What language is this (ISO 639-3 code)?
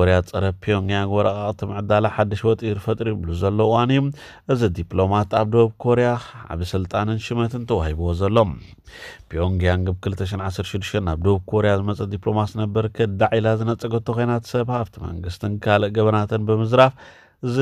tir